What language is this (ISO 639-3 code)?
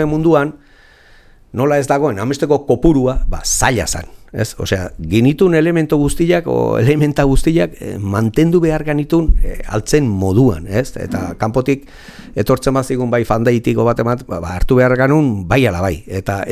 eus